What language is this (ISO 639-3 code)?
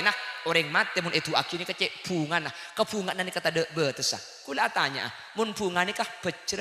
mad